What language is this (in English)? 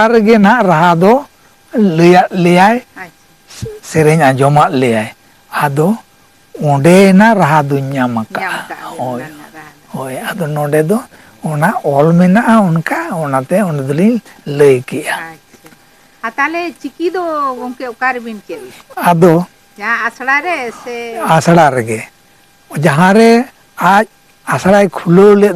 Santali